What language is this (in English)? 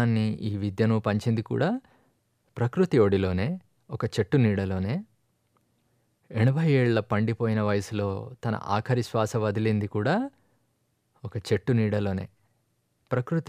Telugu